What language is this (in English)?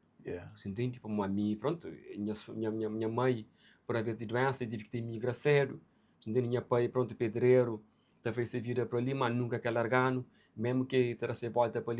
Kabuverdianu